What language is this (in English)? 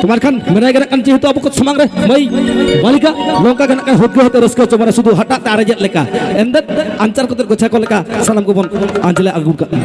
Santali